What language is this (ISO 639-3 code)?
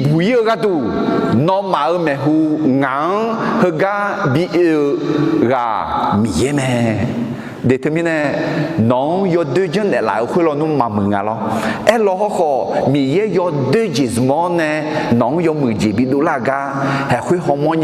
ahk